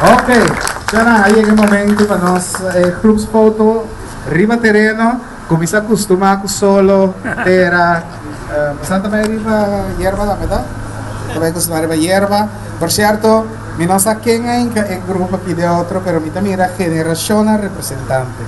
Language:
Papiamento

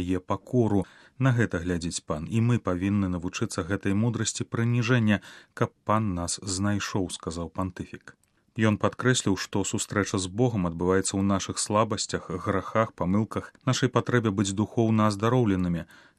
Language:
Belarusian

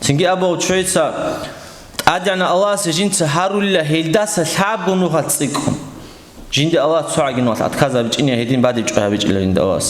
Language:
Avaric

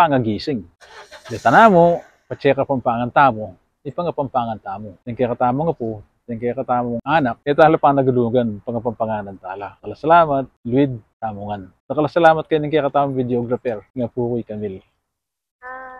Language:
Pampanga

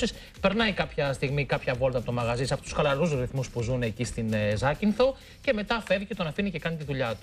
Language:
Greek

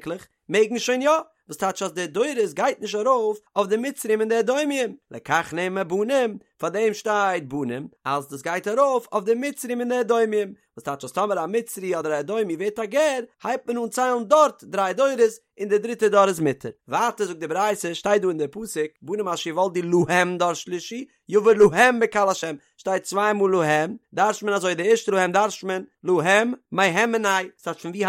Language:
Yiddish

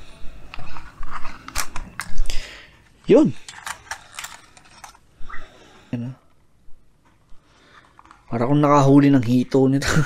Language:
Filipino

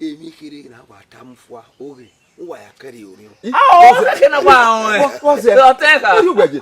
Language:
Bini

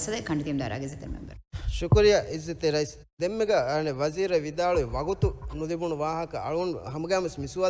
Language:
Divehi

